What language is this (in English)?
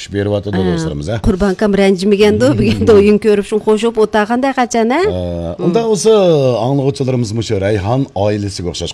Uyghur